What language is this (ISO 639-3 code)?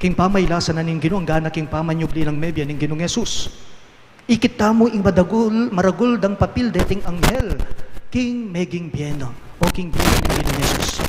pam